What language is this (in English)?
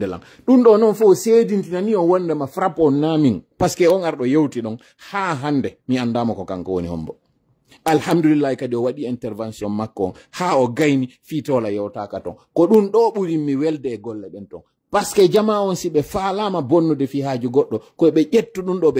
Fula